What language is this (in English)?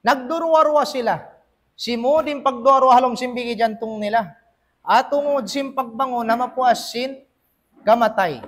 Tausug